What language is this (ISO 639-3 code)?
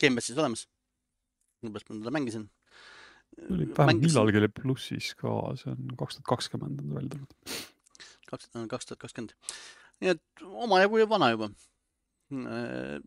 est